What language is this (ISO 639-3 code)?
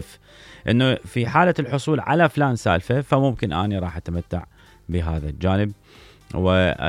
acm